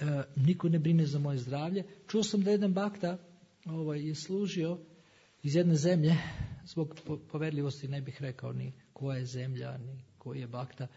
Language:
Serbian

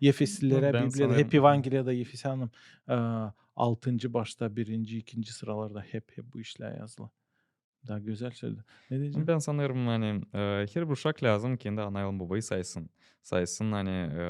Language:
Gagauz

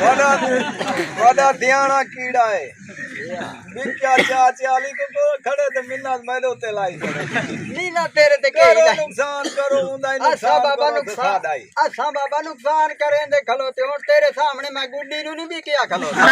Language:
Saraiki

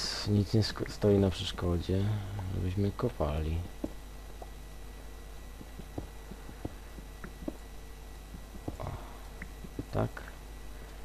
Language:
Polish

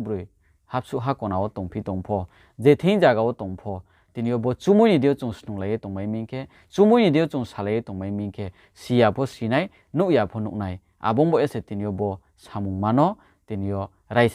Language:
Riang (India)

